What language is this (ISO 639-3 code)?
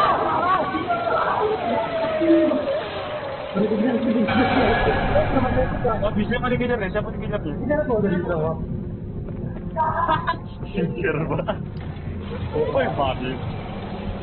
ind